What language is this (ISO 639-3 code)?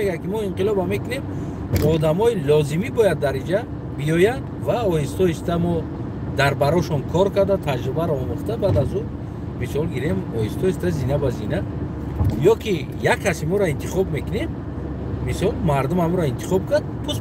tgk